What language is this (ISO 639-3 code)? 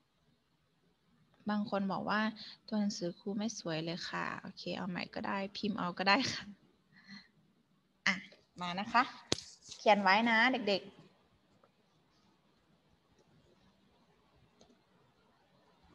tha